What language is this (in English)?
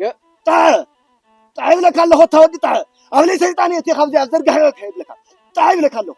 Tigrinya